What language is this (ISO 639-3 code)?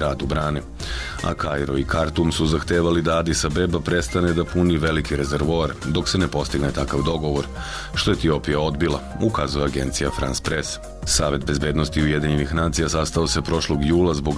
srp